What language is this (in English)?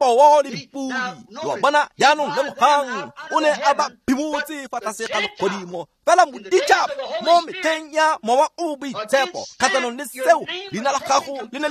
Tswana